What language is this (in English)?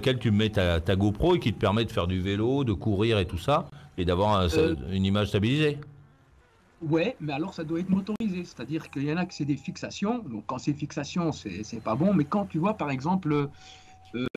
French